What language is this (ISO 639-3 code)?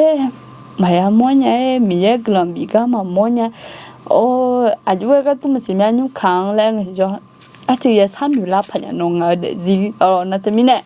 ahk